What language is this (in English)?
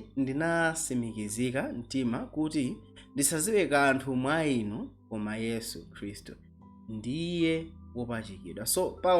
Nyanja